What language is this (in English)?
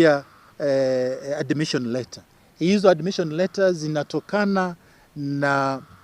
Gusii